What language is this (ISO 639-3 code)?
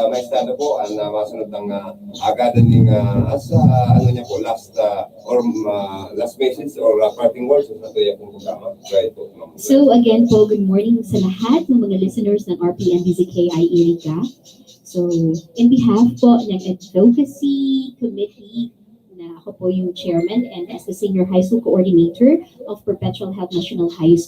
bik